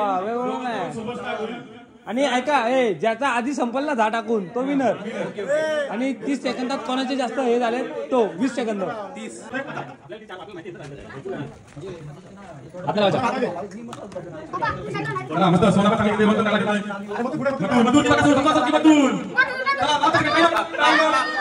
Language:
Marathi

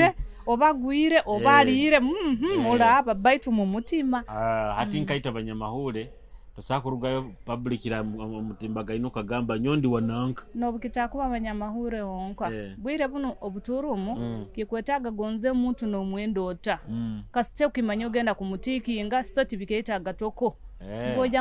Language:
Nyoro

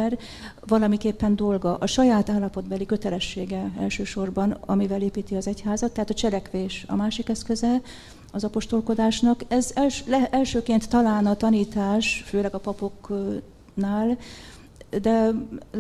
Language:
Hungarian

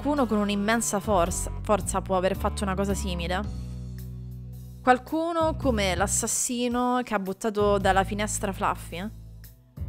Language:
Italian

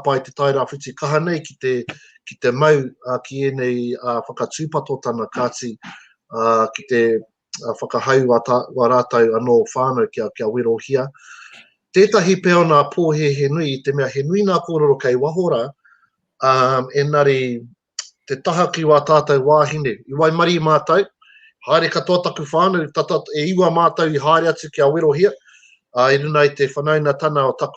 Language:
Māori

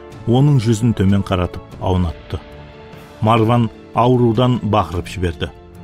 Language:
Kara-Kalpak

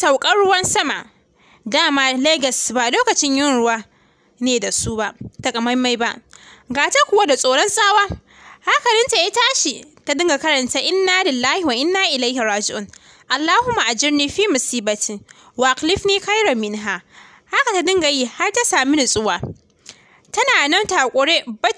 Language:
Hausa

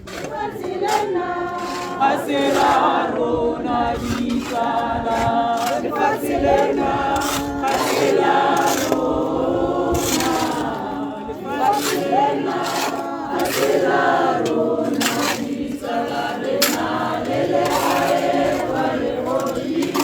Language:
Tswana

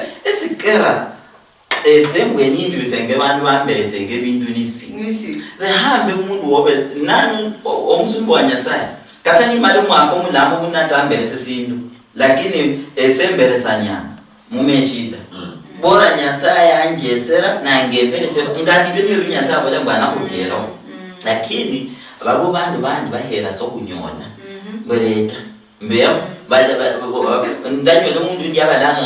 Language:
Luyia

